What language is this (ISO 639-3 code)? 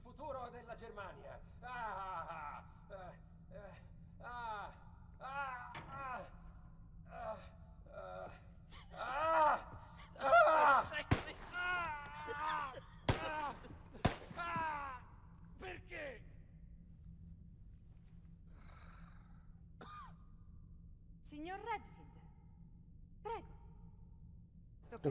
ita